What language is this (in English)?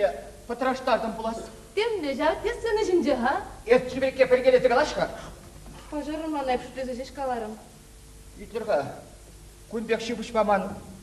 Chuvash